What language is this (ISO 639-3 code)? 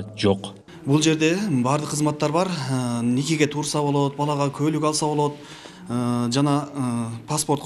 kir